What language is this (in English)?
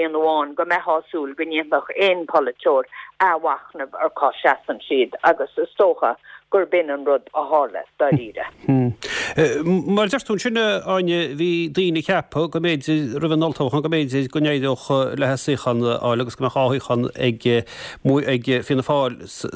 Irish